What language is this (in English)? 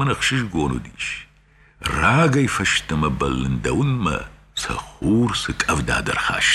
Ossetic